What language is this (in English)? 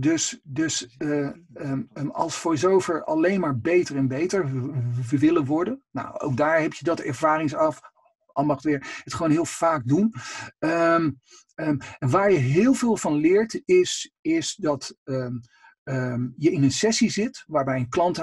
Dutch